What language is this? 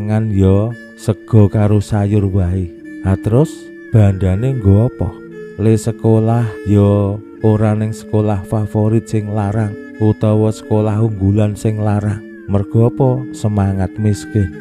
Javanese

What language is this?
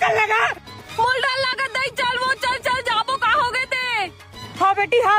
Chhattisgarhi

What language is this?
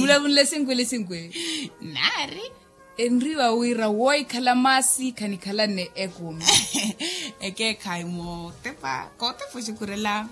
Makhuwa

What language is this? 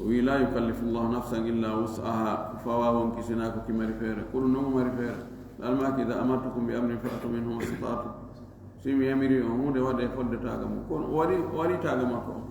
Fula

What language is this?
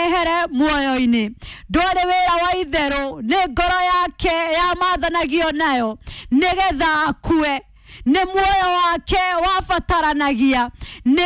Kikuyu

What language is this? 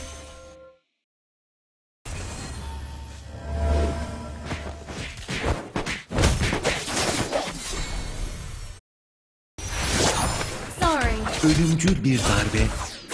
Turkish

